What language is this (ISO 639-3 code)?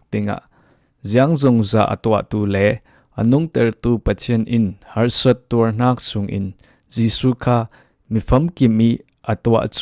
cfm